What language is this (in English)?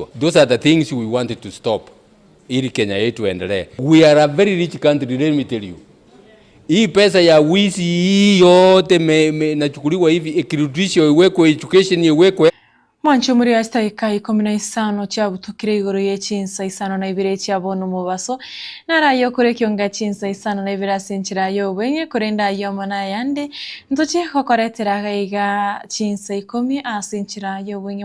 Gusii